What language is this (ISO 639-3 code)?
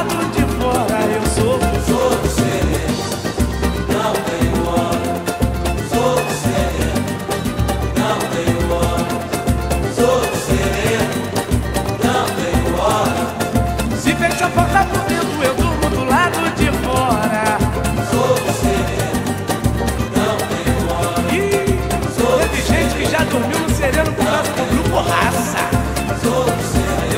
por